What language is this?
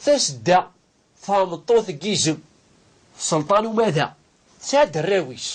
Kabyle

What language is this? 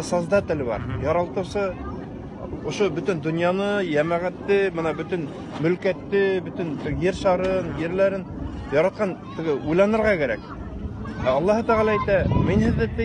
Bashkir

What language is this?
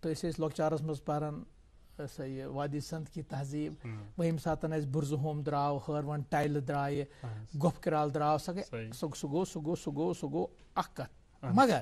Kashmiri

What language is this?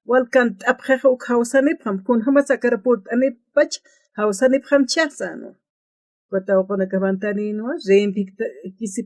Aymara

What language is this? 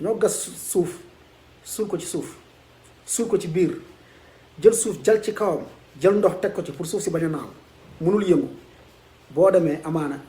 Wolof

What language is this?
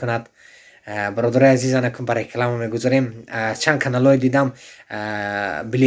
Tajik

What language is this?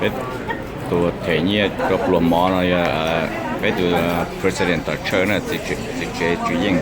Hmong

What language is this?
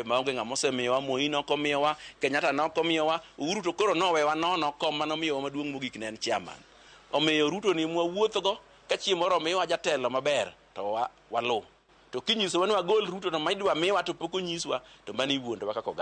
Luo (Kenya and Tanzania)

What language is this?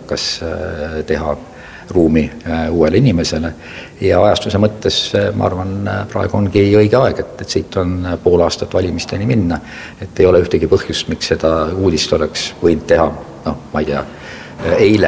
Estonian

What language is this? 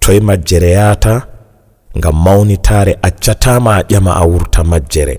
Fula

